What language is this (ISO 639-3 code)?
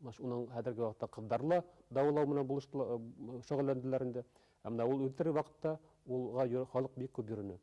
bak